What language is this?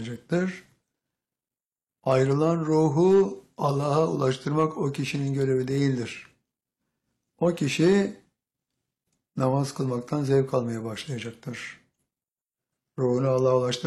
Turkish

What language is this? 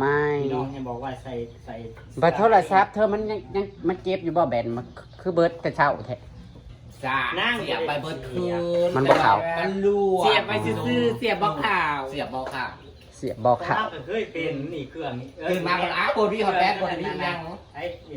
Northeastern Thai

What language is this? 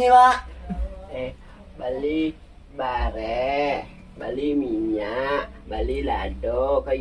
Minangkabau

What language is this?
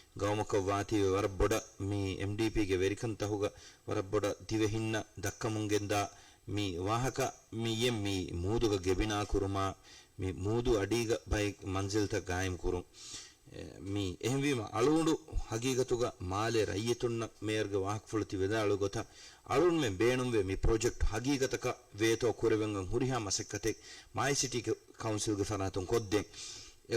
Divehi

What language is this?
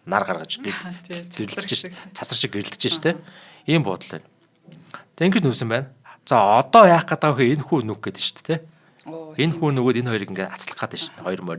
Mongolian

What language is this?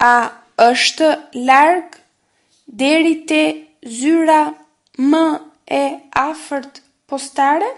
Albanian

